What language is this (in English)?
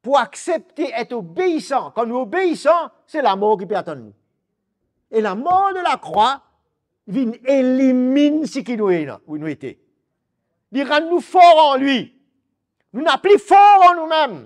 Morisyen